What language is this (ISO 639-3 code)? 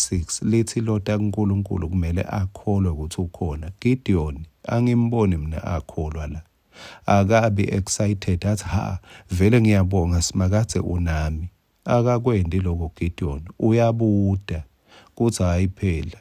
ssw